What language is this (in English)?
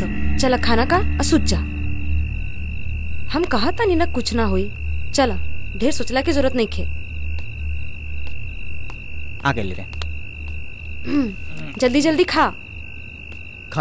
Bhojpuri